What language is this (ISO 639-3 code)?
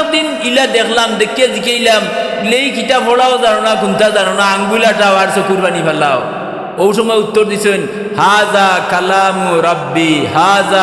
syl